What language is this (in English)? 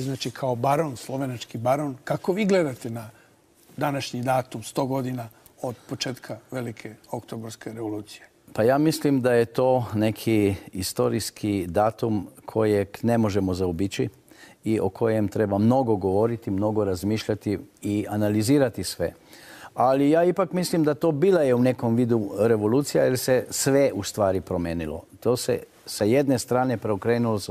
Serbian